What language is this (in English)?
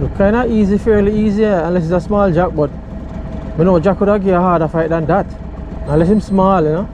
Jamaican Creole English